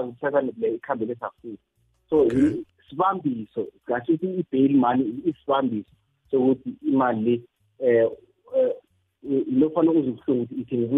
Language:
South Ndebele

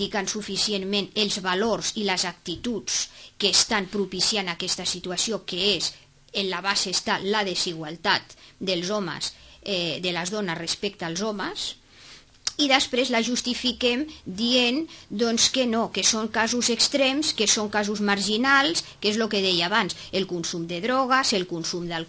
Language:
Catalan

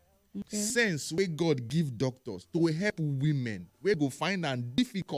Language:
Nigerian Pidgin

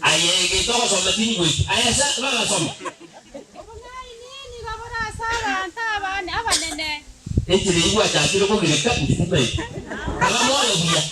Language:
Gusii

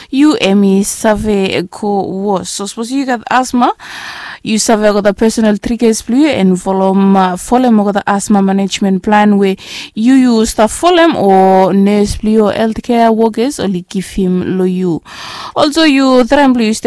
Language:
Bislama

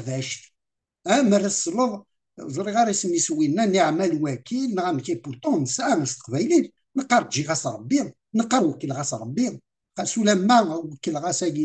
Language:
Kabyle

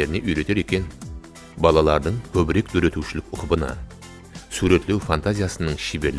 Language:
Kara-Kalpak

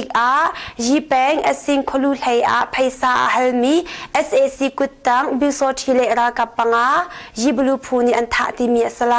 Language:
Hakha Chin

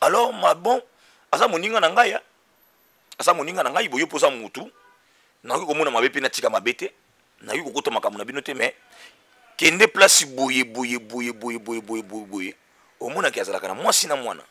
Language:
Lingala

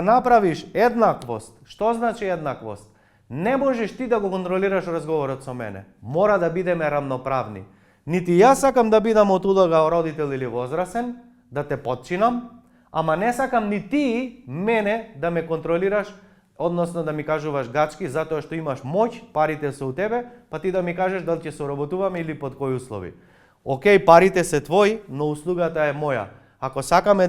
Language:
Macedonian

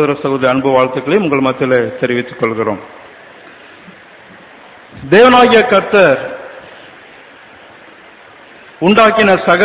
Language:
Tamil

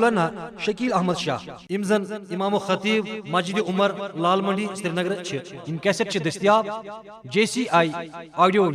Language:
Kashmiri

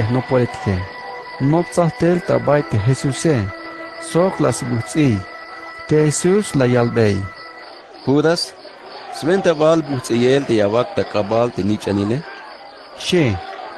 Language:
Tzeltal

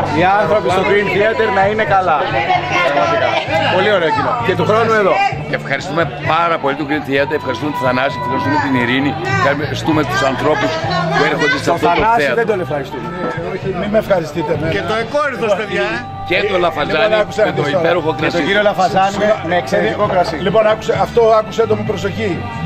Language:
Greek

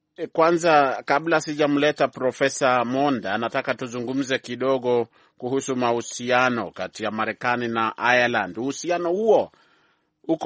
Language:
Swahili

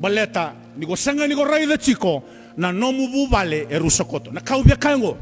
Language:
Fijian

